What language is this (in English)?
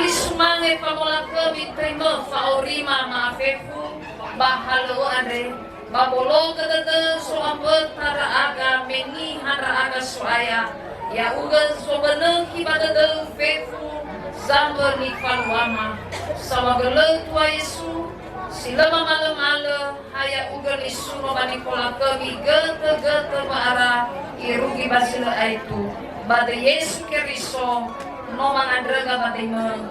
Nias